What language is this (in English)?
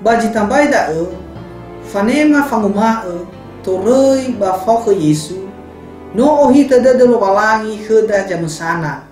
Nias